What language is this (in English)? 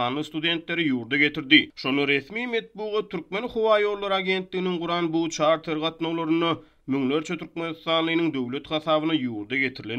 Turkmen